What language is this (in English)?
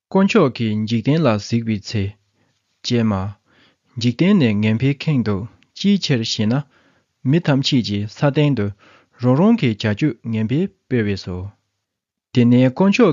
Tibetan